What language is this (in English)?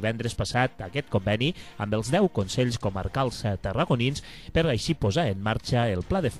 Catalan